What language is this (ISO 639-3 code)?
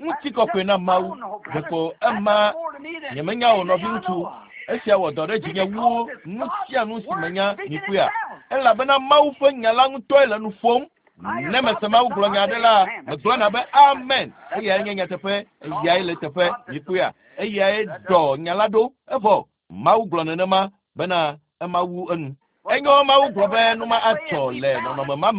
ewe